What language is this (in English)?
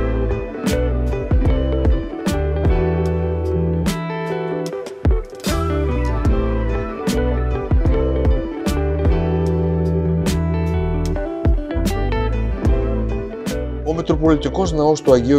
Greek